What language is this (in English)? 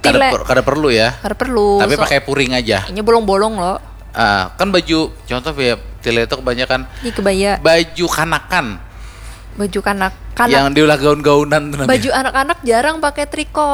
Banjar